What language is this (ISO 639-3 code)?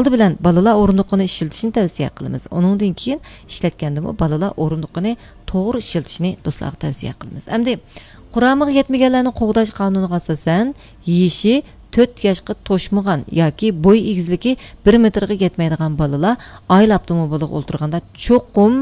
uig